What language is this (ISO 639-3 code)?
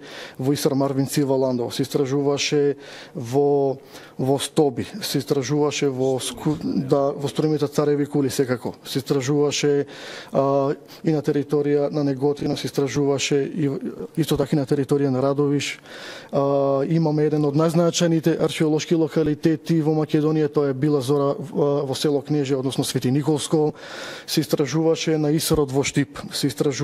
mkd